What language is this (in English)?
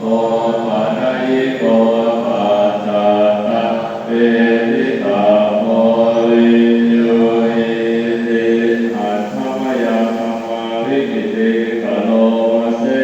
Pali